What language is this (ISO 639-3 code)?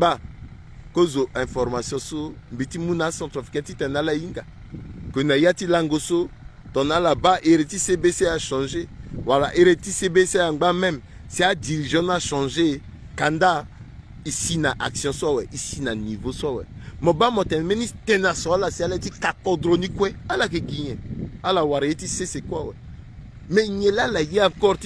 sag